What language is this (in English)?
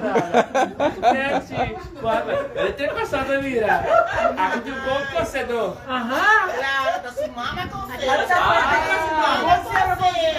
Papiamento